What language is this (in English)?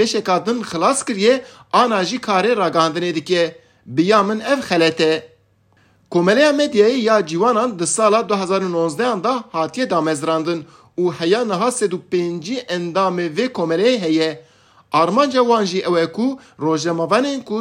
Kurdish